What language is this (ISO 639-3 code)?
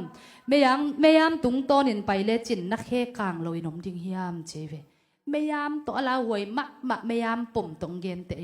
ctd